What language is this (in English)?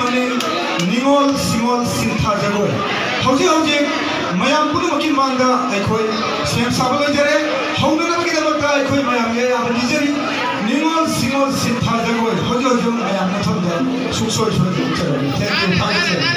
Manipuri